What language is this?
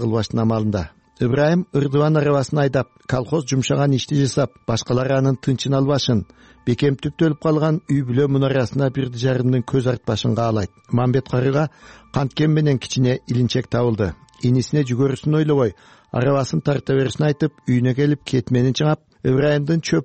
Kyrgyz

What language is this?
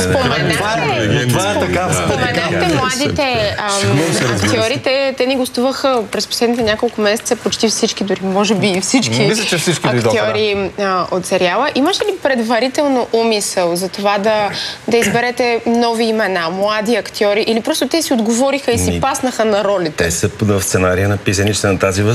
Bulgarian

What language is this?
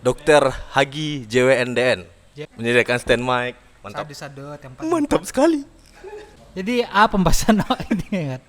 Minangkabau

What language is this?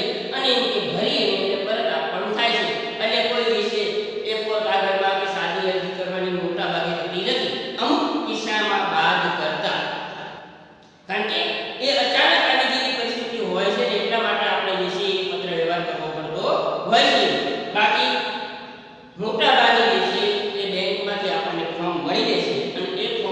Gujarati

